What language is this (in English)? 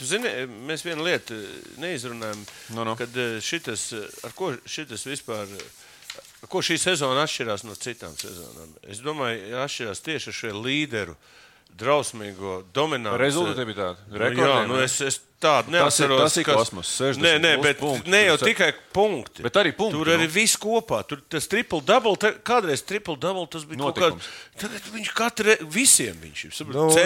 Latvian